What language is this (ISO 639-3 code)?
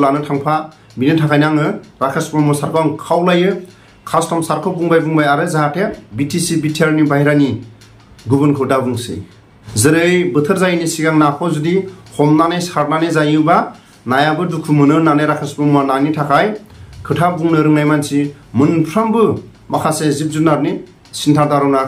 brx